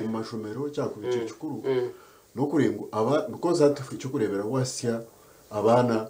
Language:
Nyankole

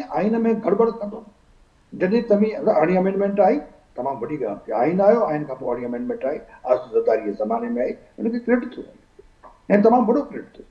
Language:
Sindhi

